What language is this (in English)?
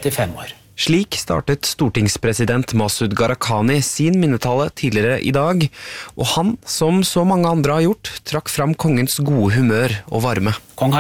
Norwegian